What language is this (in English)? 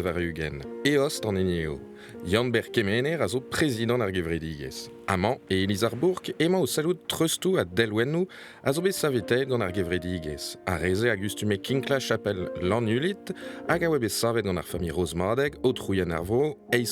Breton